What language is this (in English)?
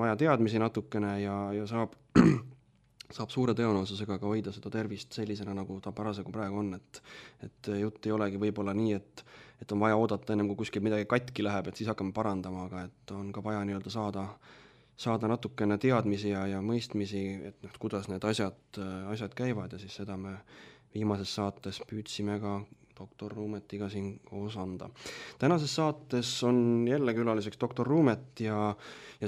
Estonian